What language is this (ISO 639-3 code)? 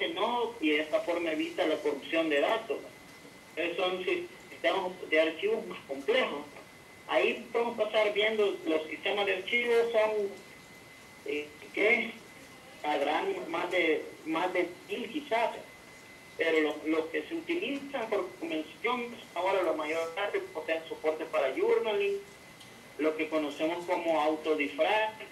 spa